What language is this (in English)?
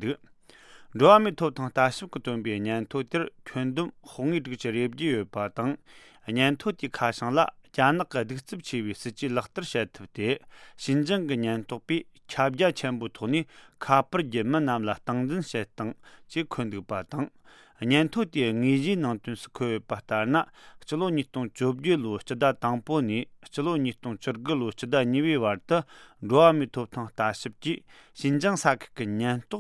Latvian